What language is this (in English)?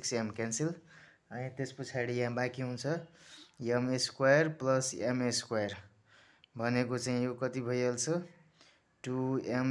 Nepali